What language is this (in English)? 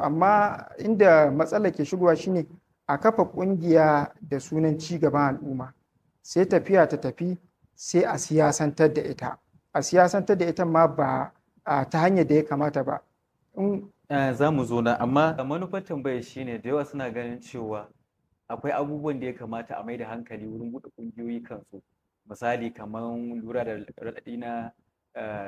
Hausa